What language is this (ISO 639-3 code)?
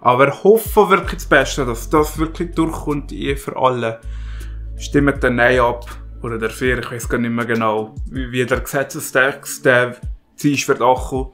gsw